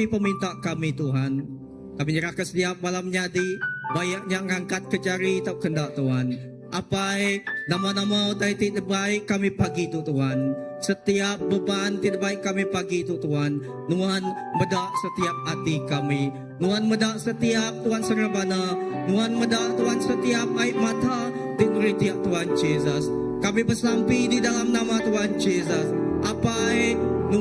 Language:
Iban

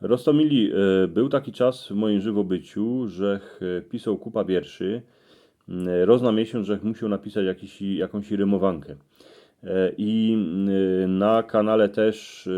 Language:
Silesian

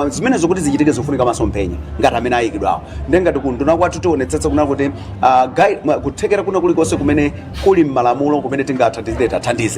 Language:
Nyanja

